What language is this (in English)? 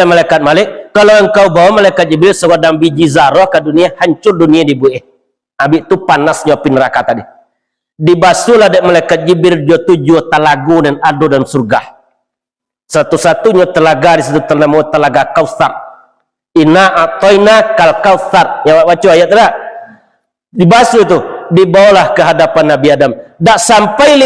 Minangkabau